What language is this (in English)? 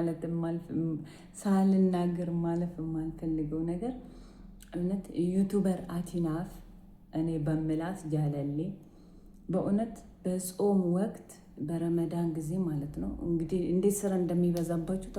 Amharic